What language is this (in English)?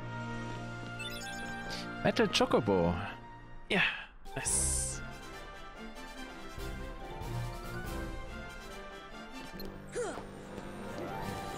German